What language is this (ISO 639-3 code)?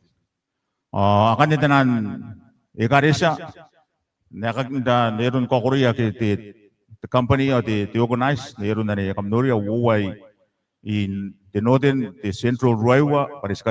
gil